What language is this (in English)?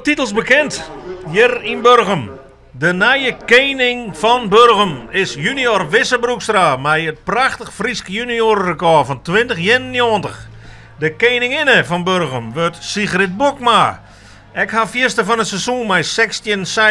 Western Frisian